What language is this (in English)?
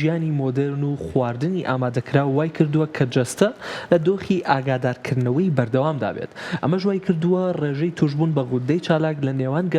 Central Kurdish